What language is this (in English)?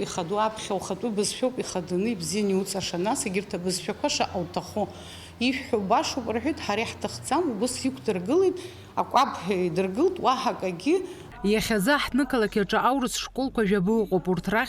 Abkhazian